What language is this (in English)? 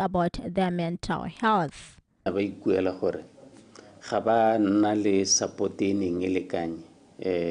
Tswana